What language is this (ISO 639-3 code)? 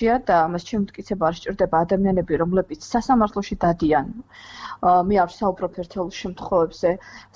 kat